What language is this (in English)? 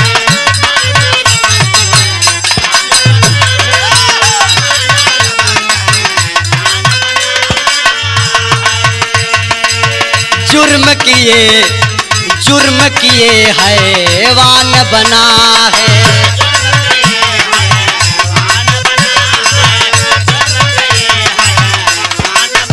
Bhojpuri